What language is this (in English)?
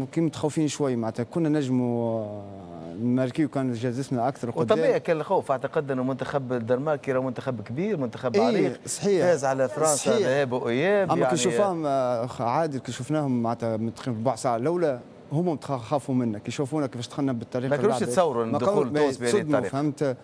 Tunisian Arabic